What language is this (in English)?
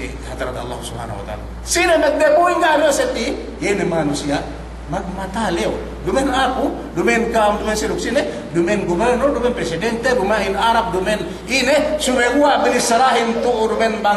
Yakan